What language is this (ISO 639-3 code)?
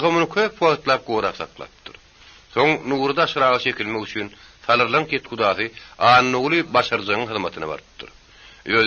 tuk